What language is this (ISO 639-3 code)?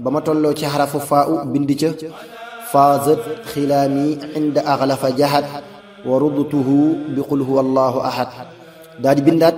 wol